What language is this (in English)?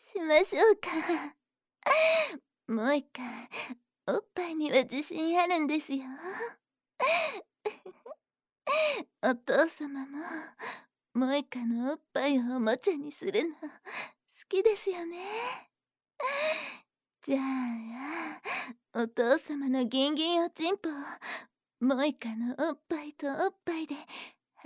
Japanese